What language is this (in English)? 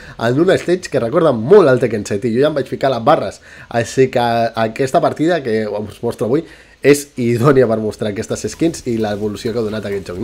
Catalan